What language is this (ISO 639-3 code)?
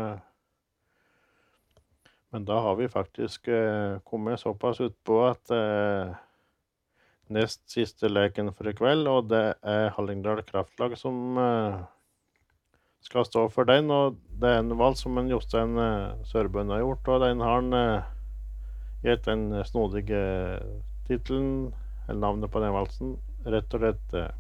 nor